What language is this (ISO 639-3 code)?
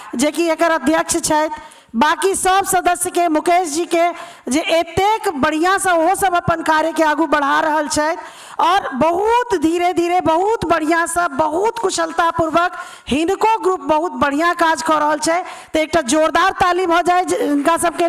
mai